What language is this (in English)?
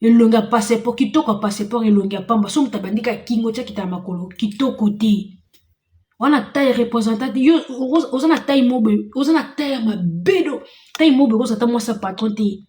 Lingala